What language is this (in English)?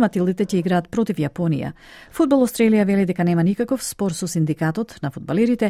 Macedonian